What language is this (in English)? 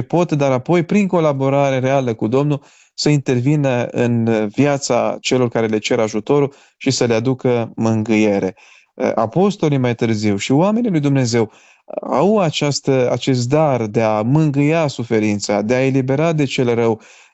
Romanian